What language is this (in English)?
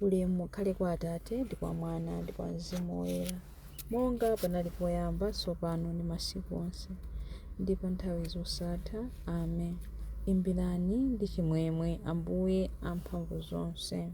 Nyanja